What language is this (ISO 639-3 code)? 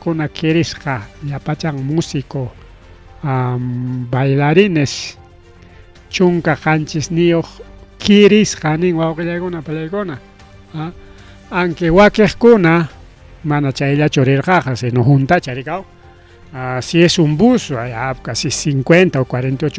quy